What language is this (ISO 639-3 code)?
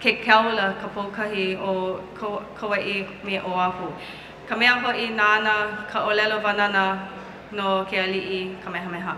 haw